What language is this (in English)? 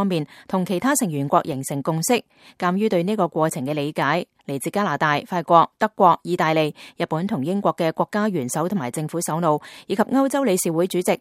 Cantonese